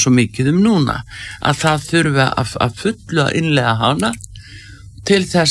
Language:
Icelandic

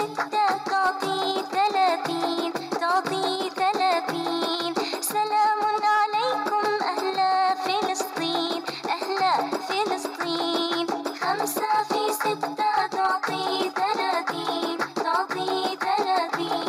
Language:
Arabic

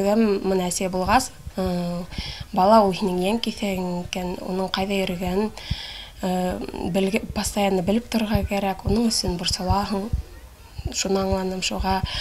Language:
Bashkir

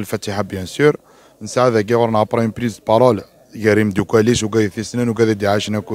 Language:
Kabyle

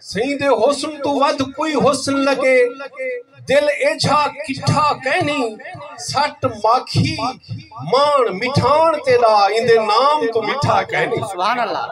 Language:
Saraiki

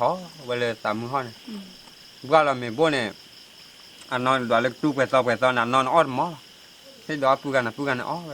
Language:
S'gaw Karen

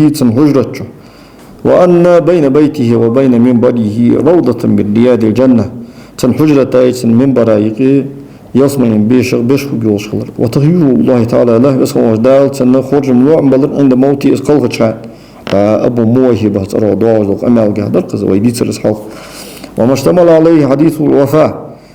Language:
Ingush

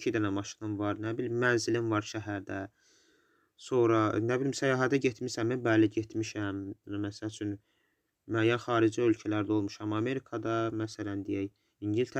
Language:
Azerbaijani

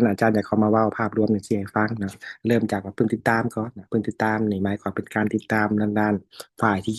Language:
Lao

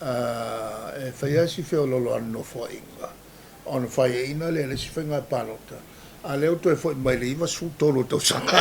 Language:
Samoan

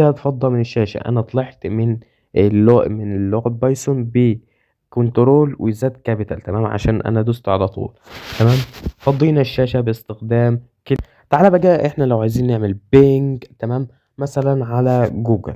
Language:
Egyptian Arabic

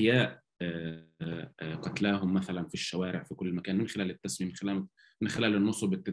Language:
North Levantine Arabic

